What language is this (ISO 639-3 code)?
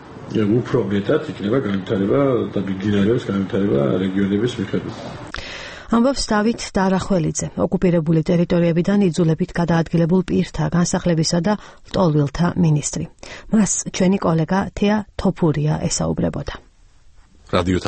kat